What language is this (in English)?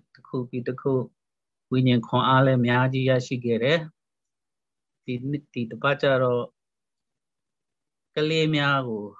Burmese